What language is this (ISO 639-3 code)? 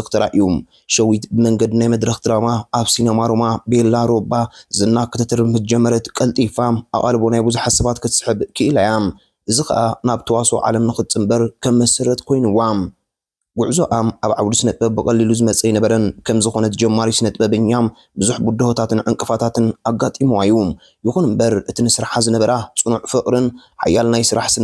tir